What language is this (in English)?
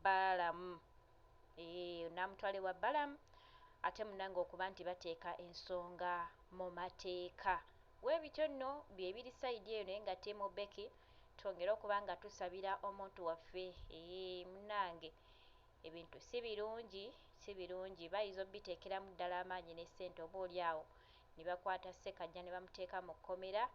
Ganda